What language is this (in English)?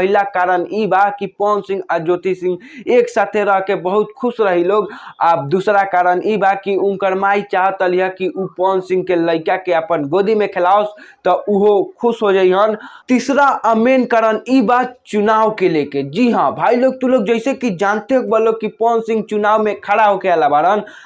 Bhojpuri